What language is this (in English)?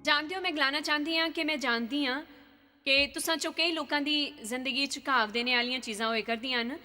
Dogri